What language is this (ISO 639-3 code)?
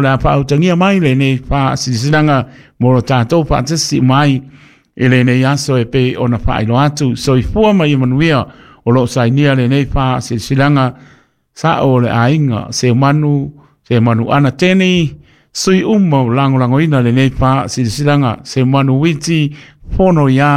smo